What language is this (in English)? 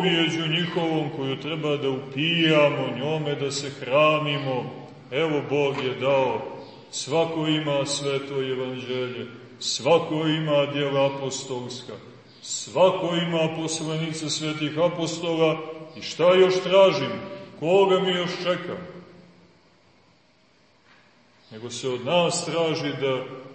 Serbian